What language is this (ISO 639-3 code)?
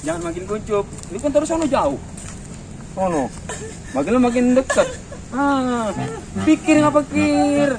bew